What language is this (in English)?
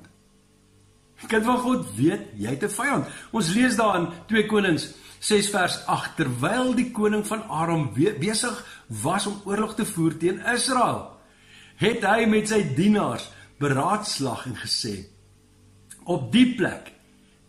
Afrikaans